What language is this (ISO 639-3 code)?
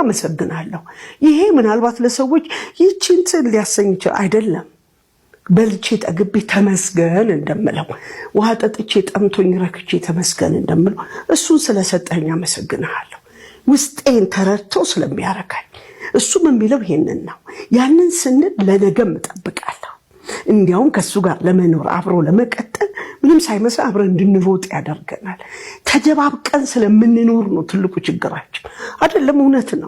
amh